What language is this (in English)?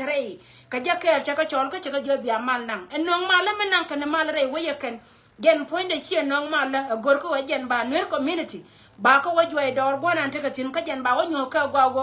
Nuer